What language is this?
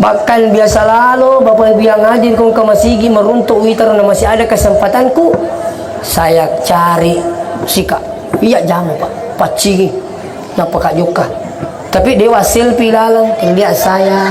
Buginese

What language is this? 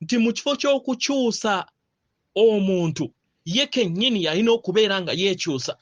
Ganda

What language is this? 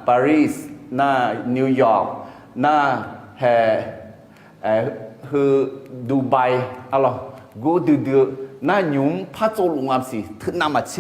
Akha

